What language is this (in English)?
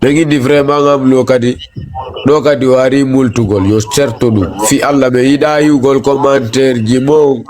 Fula